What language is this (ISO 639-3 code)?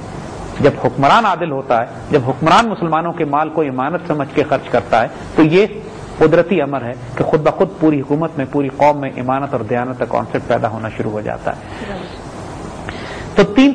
urd